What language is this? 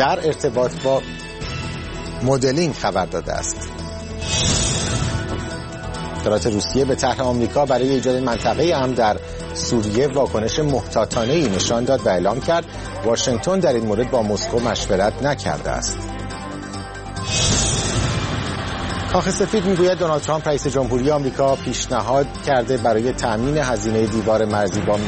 Persian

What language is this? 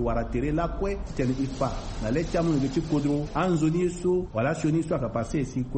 Sango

